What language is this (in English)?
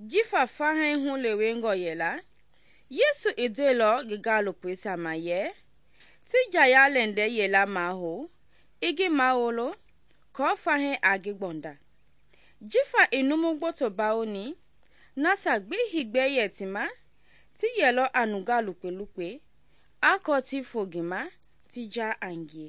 Mende